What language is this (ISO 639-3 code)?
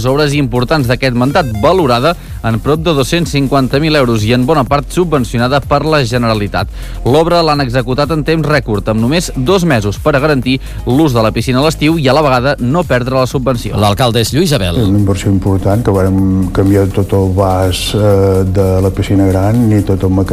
cat